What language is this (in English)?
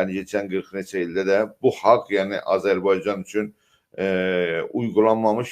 South Azerbaijani